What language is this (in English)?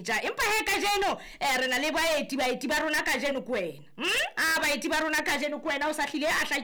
Southern Sotho